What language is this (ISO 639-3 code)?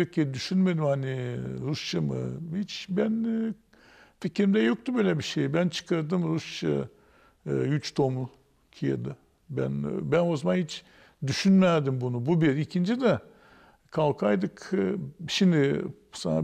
gag